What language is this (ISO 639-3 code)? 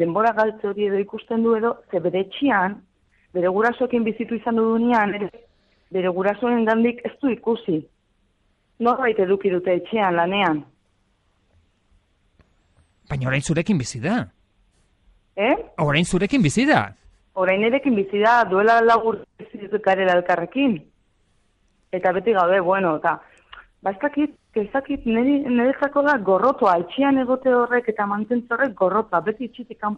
eus